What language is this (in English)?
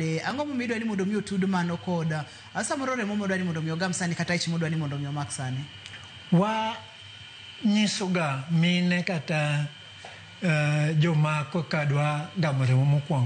Luo (Kenya and Tanzania)